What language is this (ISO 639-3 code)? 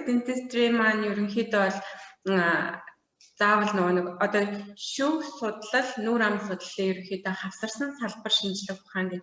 mon